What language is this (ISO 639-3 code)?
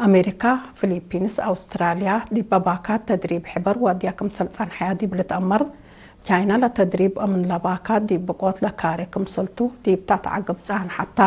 tig